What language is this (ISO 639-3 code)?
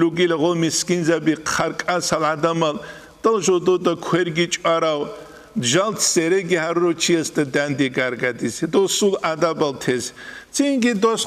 ava